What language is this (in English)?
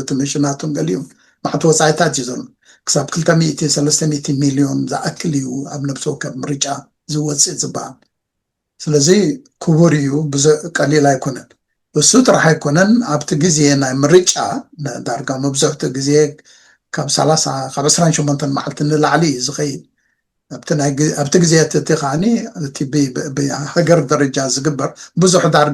Tigrinya